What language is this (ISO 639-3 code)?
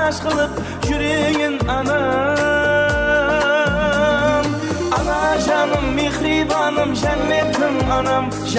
kaa